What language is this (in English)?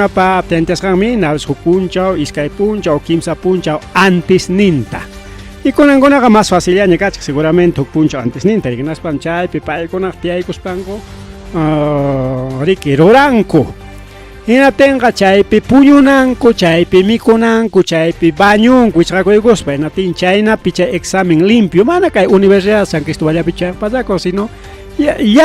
Ayacucho Quechua